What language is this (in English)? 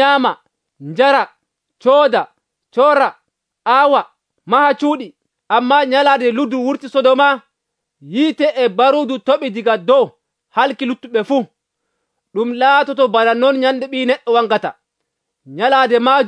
Nigerian Fulfulde